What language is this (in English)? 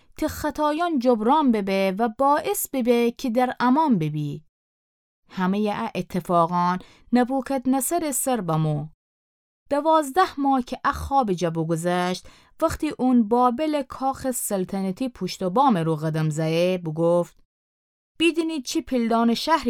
Gilaki